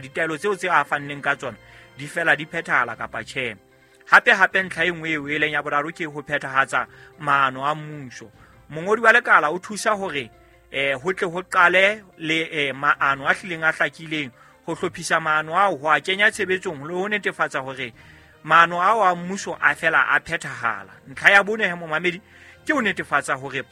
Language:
Southern Sotho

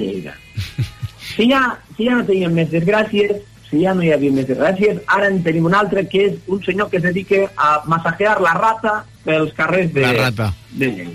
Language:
Catalan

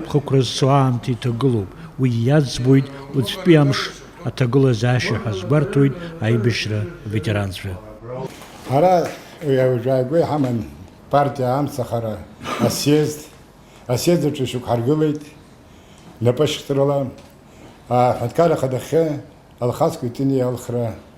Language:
Abkhazian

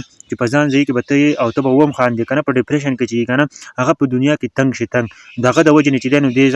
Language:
Pashto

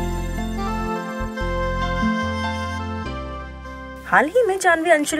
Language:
Hindi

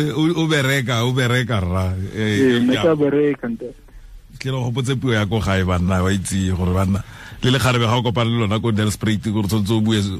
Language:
Tswana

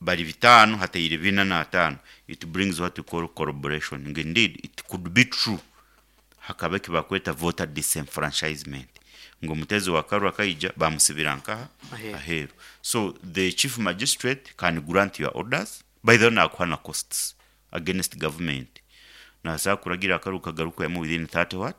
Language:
Nyankole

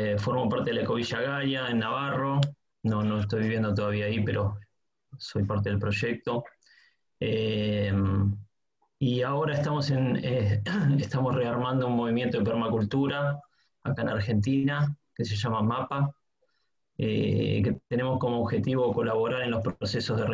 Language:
Spanish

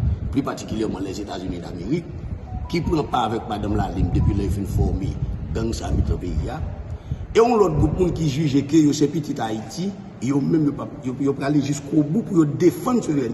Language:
Haitian Creole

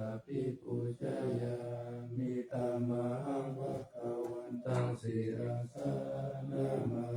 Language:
Pali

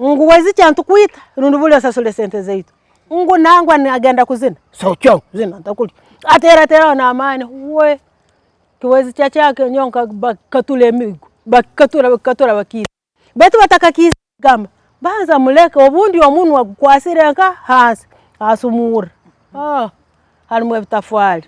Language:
Tooro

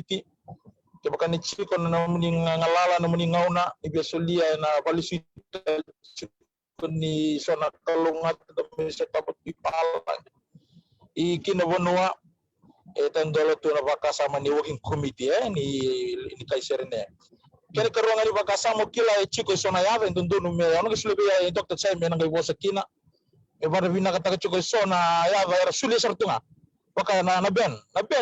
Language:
Fijian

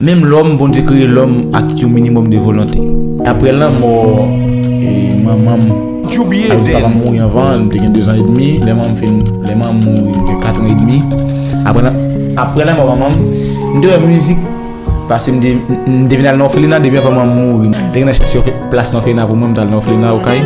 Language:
Haitian Creole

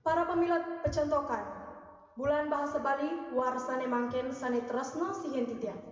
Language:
Balinese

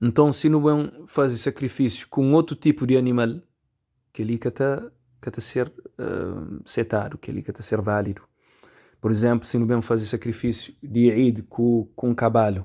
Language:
Kabuverdianu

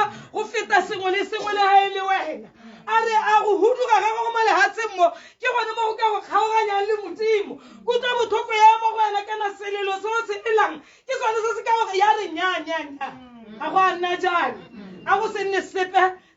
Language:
Tswana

